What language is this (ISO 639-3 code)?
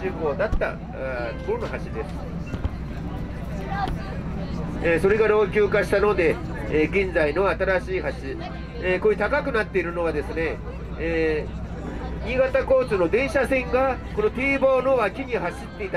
jpn